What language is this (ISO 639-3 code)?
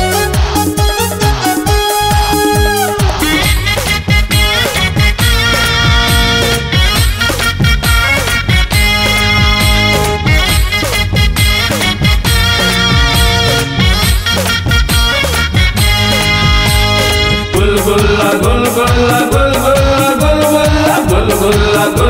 hne